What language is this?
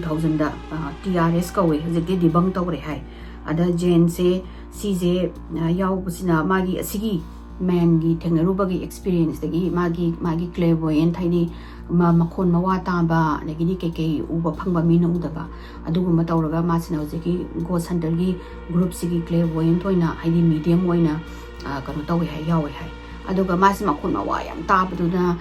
Manipuri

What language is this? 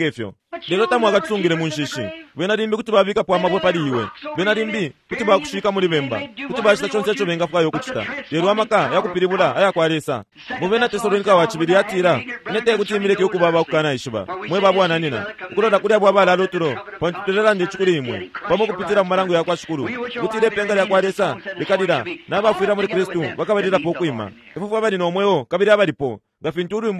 Bemba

